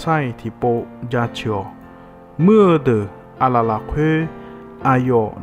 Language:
Akha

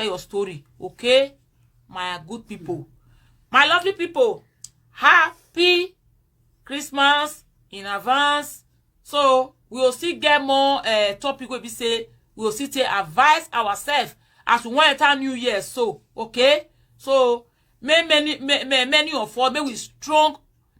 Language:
Nigerian Pidgin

